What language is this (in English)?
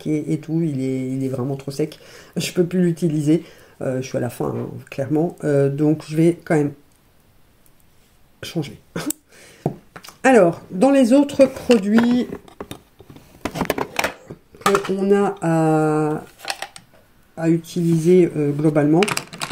French